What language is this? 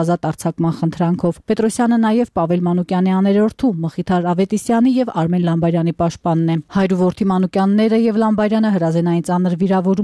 Armenian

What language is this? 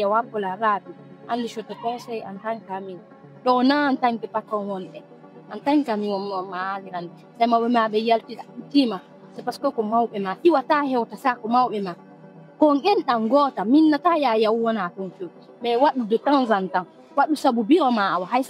Fula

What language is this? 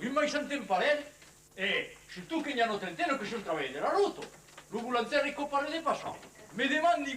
Occitan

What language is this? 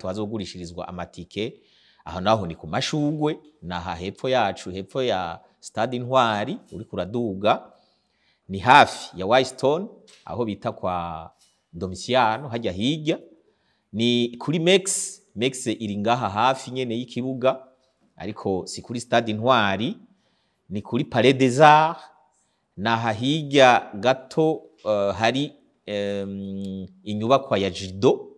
Rundi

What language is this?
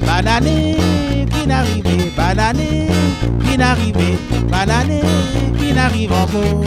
Réunion Creole French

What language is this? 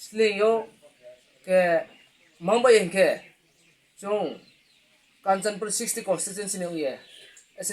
Riang (India)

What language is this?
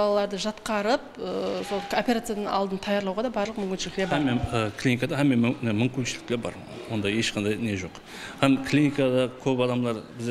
Kara-Kalpak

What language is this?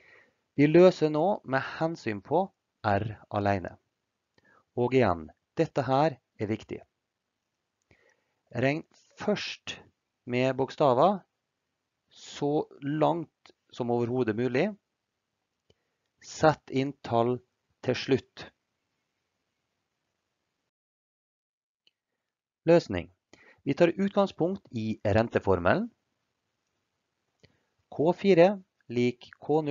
Norwegian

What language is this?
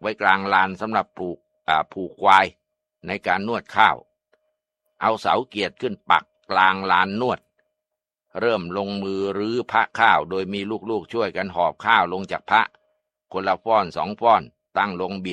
Thai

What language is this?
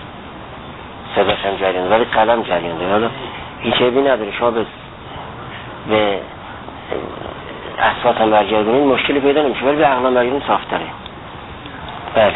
Persian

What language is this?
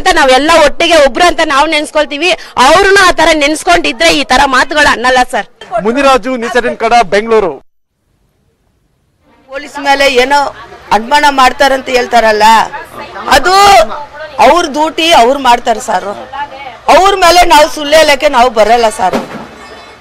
Kannada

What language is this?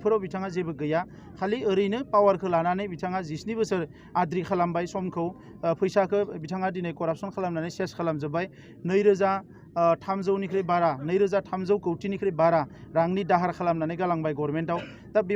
Bodo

